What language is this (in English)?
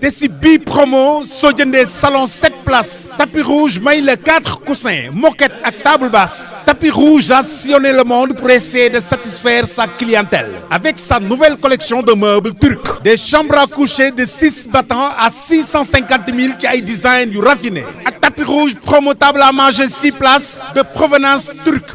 Wolof